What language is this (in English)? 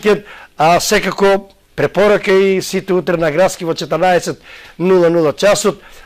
Macedonian